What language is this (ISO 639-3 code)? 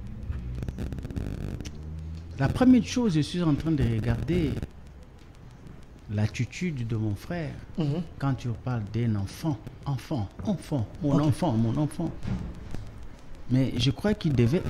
fra